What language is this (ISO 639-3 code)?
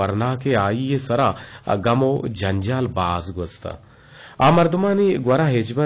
bgp